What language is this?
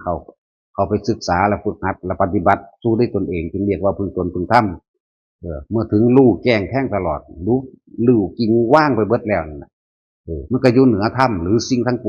Northeastern Thai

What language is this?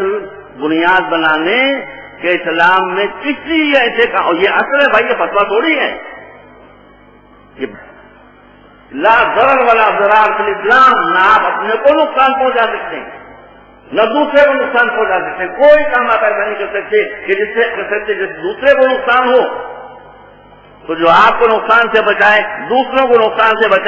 Urdu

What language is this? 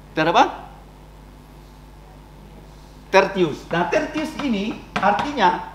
Indonesian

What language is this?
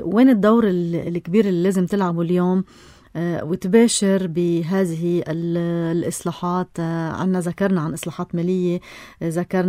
North Levantine Arabic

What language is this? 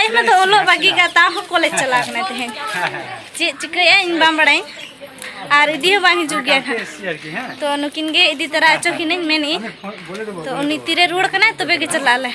Santali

